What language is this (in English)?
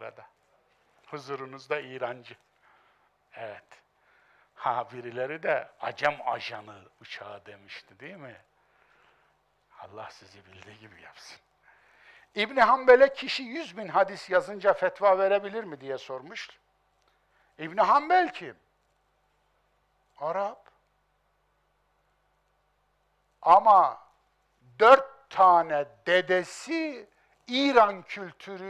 Turkish